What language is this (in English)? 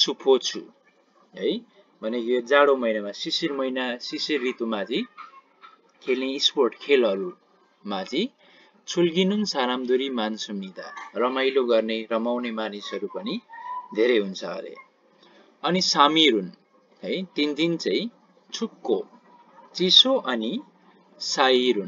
Nepali